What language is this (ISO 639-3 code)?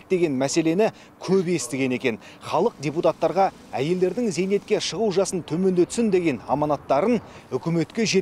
kaz